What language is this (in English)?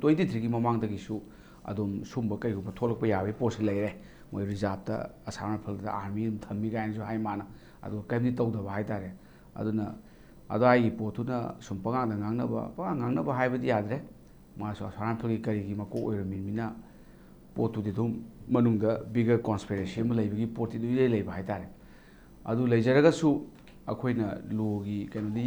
Manipuri